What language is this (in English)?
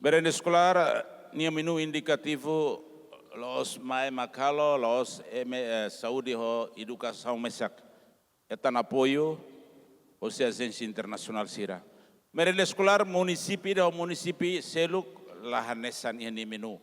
Tetum